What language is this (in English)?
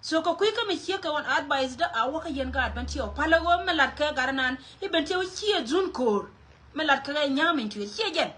Nuer